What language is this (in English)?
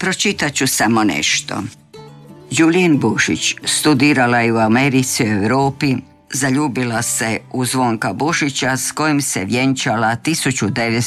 Croatian